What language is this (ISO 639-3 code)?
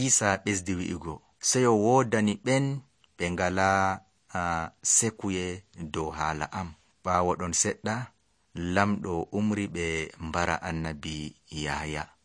fuv